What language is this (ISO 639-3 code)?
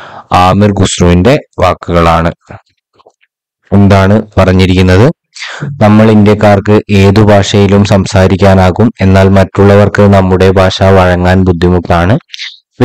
mal